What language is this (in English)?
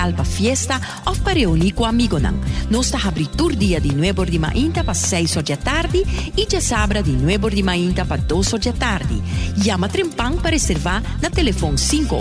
Papiamento